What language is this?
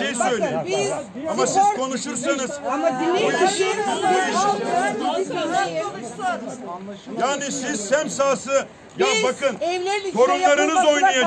Turkish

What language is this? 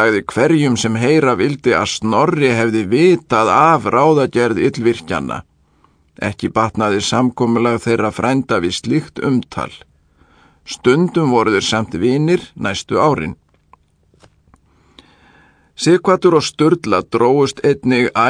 Icelandic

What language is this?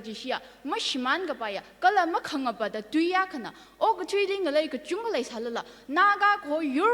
Tangkhul Naga (India)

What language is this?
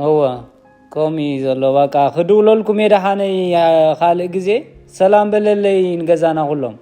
Tigrinya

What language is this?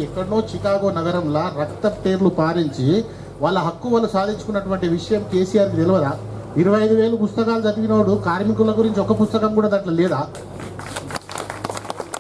Telugu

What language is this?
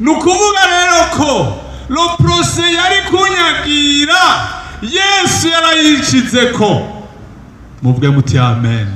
Rundi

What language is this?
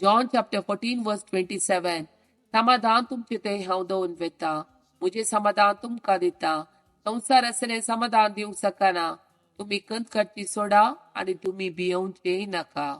Konkani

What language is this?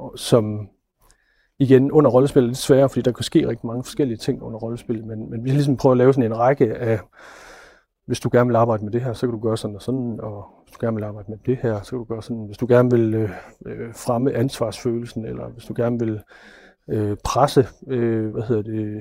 Danish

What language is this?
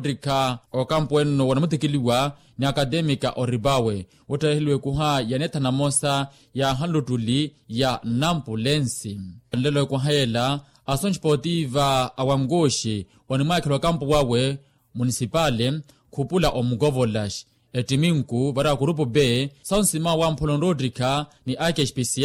Makhuwa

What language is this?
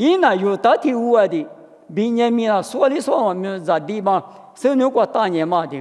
Lisu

